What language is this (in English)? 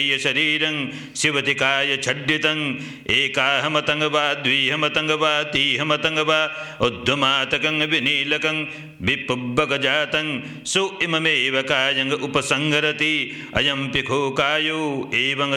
Pali